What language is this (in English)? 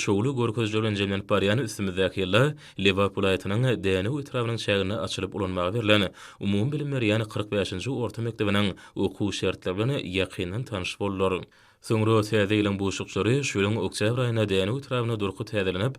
Turkmen